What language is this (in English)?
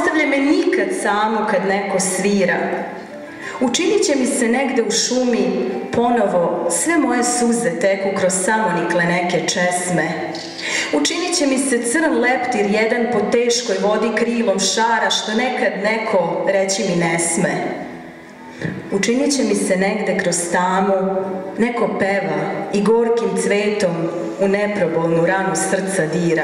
Serbian